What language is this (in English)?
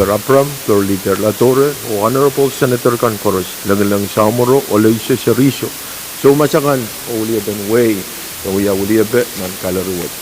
Pohnpeian